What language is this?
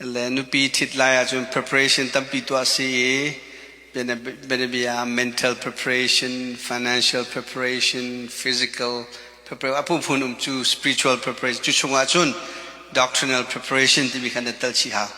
Hakha Chin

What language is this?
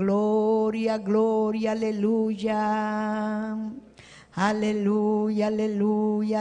Ayacucho Quechua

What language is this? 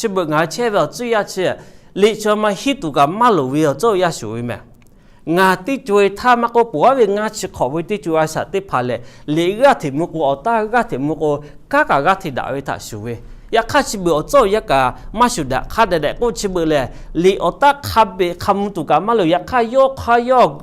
Lahu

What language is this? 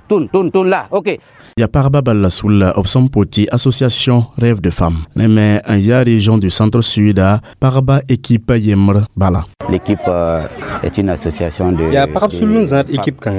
Mossi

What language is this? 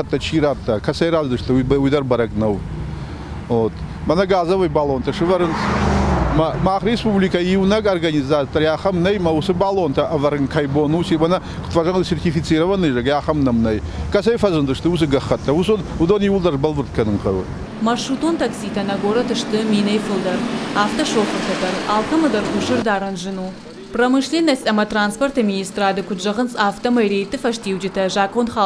Ossetic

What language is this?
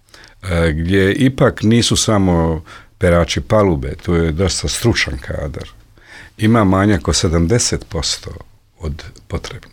Bosnian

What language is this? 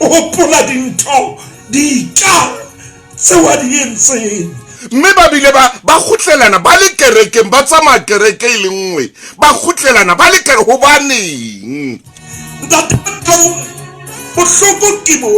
Southern Sotho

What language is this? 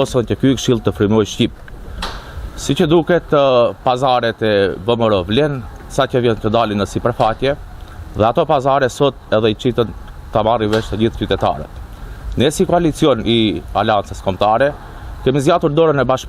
Albanian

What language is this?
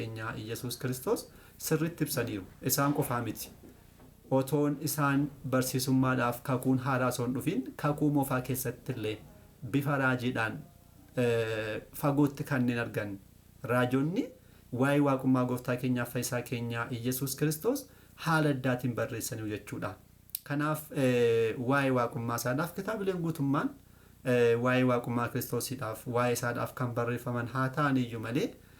Oromo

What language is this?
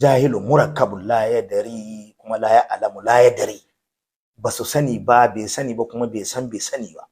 Hausa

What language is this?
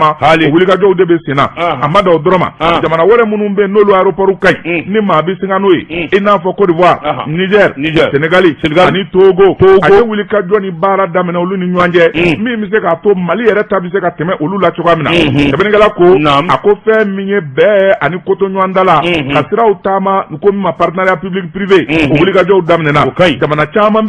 Bambara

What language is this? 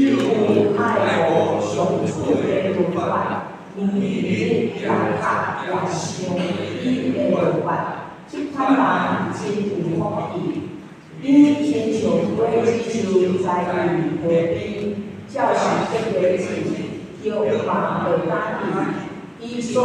Min Nan Chinese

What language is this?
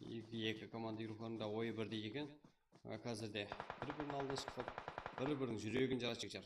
Kara-Kalpak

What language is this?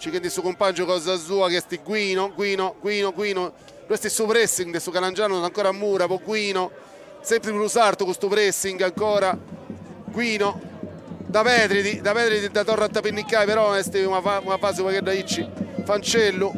Sardinian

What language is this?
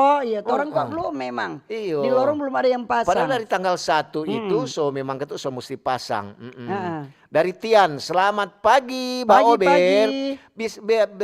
Manado Malay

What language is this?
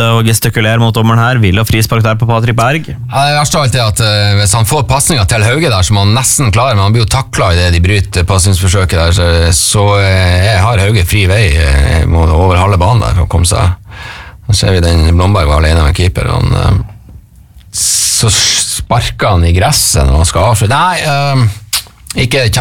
Norwegian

